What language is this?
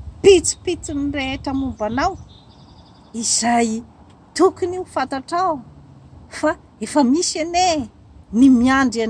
Malagasy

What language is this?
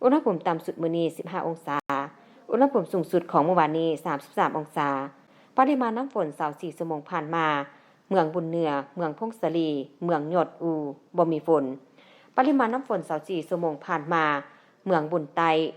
Lao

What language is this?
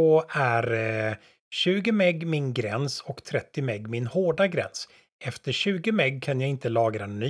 Swedish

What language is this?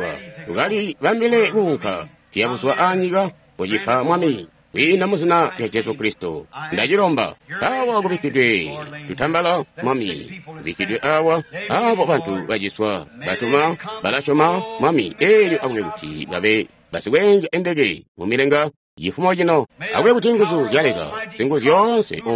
Tonga (Zambia)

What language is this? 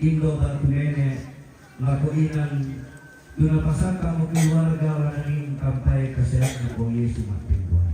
Toraja-Sa'dan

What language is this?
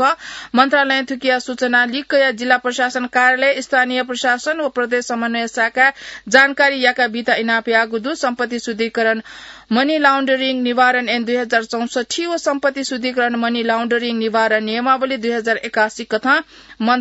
Newari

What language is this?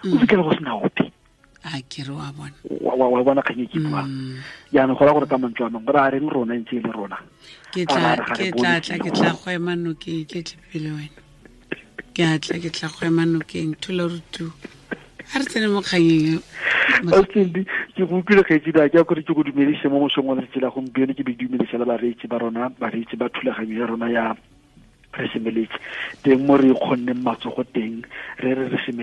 Tswana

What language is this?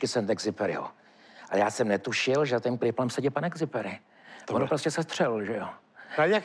Czech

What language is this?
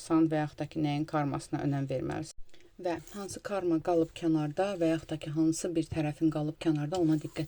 Azerbaijani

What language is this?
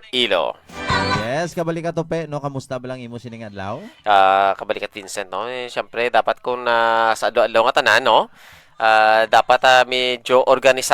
Hiligaynon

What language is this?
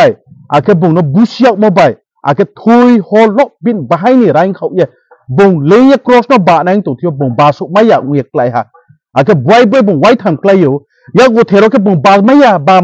Riang (India)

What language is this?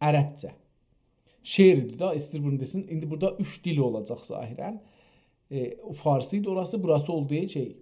South Azerbaijani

